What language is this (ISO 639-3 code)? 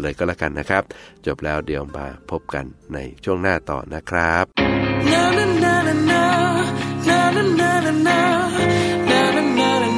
tha